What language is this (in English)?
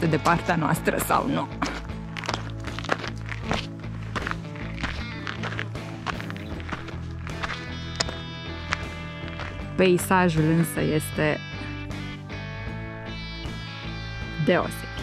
Romanian